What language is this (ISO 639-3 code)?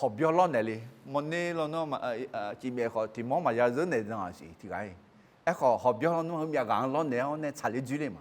ahk